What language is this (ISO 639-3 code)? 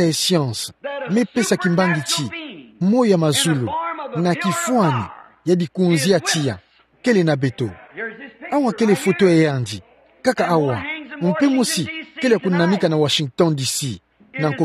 ktu